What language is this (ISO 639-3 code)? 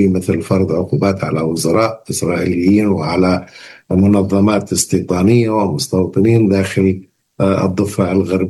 ara